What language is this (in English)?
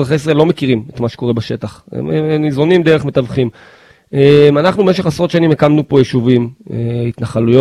Hebrew